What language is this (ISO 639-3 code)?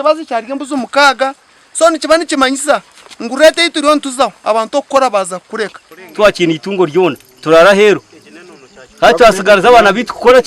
nyn